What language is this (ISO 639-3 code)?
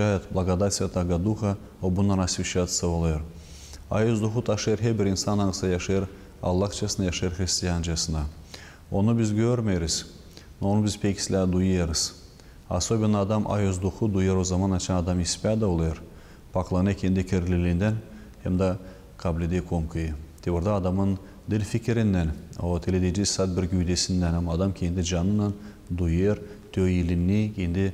gag